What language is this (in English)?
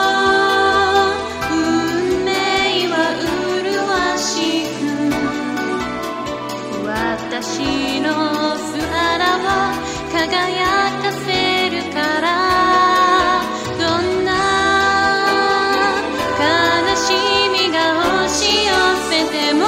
Japanese